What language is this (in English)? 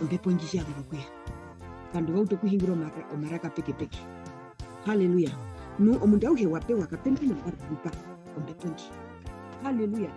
Herero